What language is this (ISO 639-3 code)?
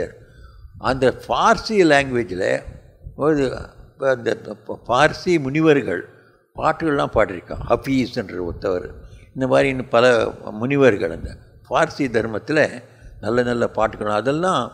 tam